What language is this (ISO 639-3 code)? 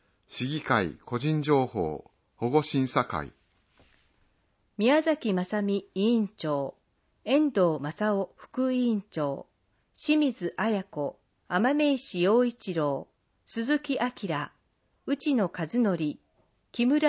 jpn